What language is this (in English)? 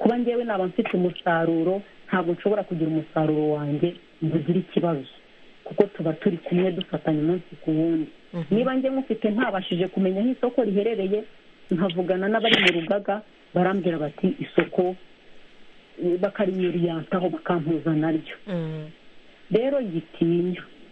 Kinyarwanda